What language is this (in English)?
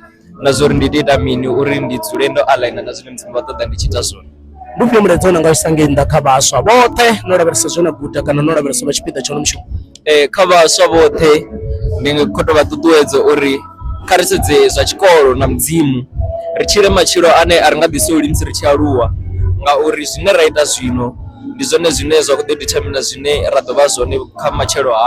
Venda